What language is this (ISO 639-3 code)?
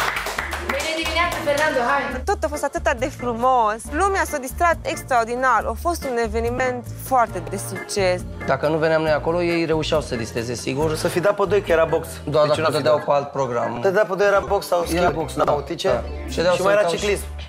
ron